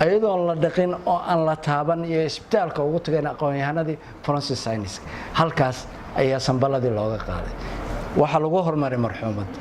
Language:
Somali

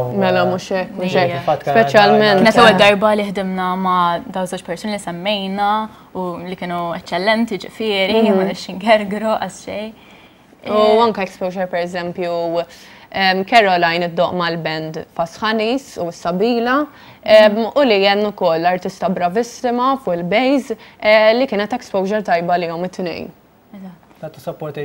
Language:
Maltese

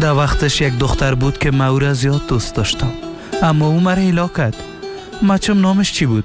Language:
Persian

